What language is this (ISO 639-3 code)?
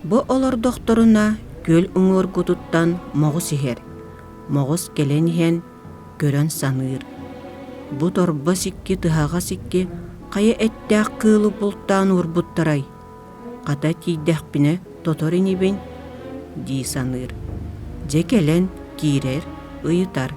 sah